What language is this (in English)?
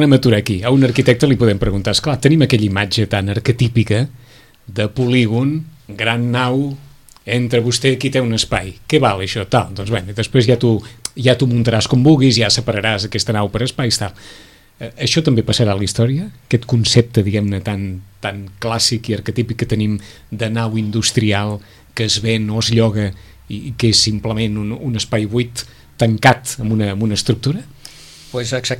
Catalan